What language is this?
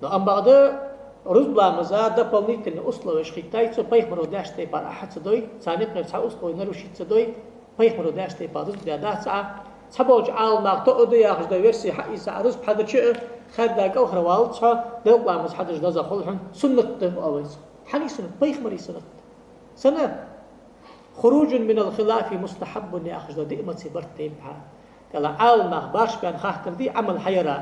Ingush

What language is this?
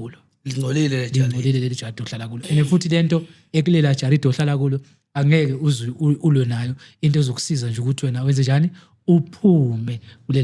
Zulu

